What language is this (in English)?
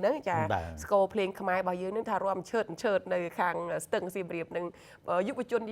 Khmer